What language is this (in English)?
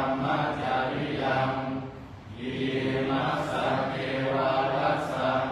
Pali